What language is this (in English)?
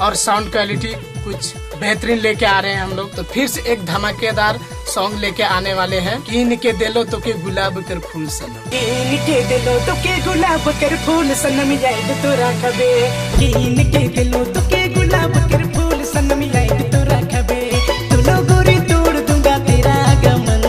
Sadri